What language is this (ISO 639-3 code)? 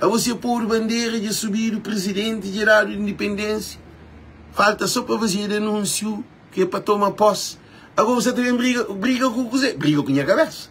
kea